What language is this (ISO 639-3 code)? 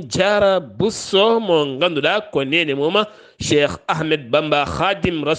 ful